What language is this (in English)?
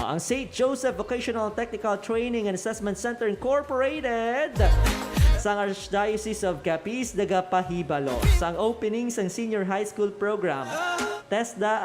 Hiligaynon